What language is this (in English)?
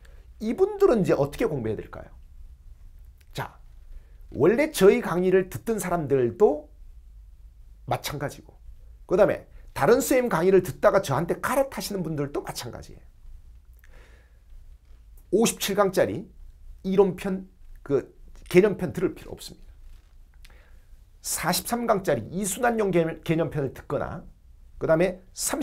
Korean